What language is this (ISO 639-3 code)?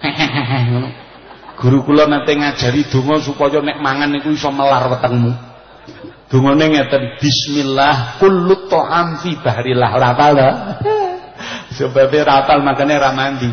jav